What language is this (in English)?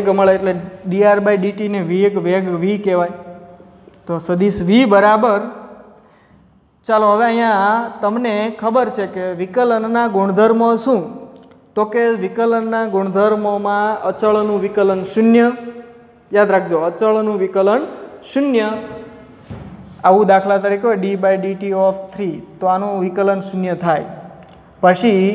Gujarati